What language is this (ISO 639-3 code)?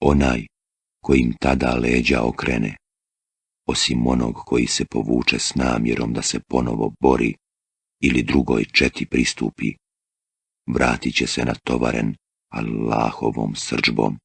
bos